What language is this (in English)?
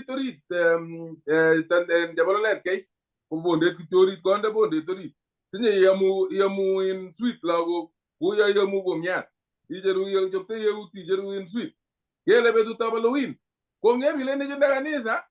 Kalenjin